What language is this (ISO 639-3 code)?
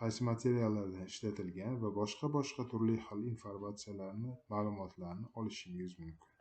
uzb